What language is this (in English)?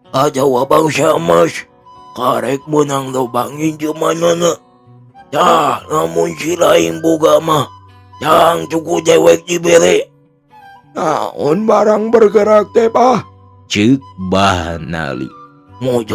Sundanese